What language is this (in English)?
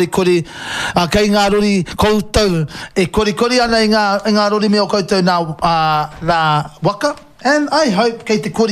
Māori